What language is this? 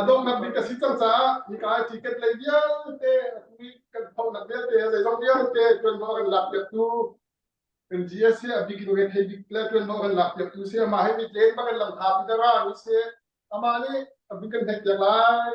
Hakha Chin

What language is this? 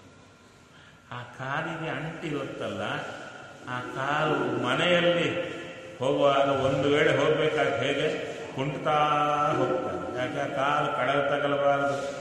Kannada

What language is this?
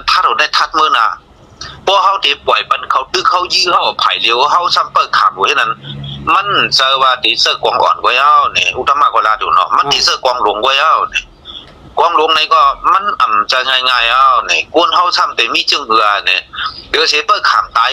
Shan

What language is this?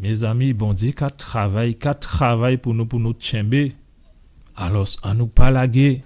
Guadeloupean Creole French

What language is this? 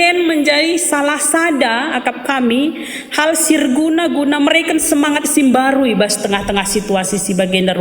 Batak Karo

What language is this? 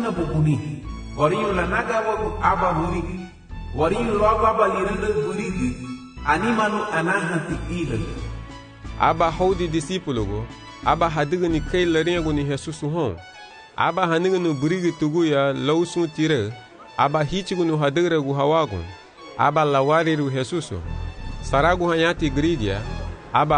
Garifuna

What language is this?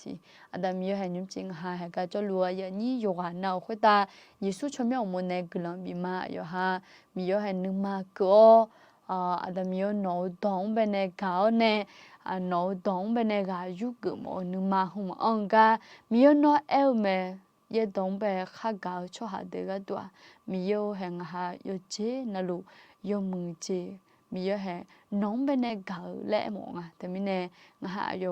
Akha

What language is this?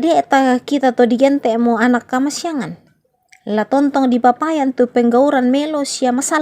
Toraja-Sa'dan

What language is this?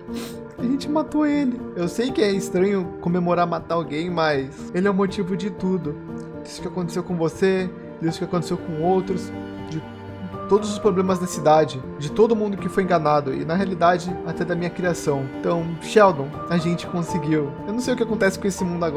Portuguese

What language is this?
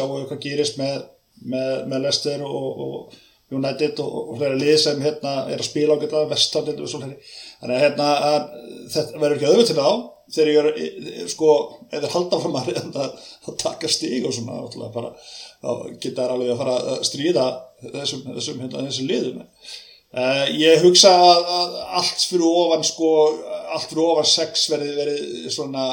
Icelandic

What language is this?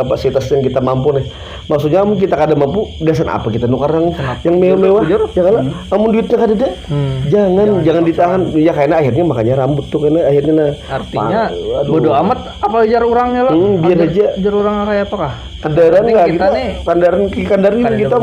Banjar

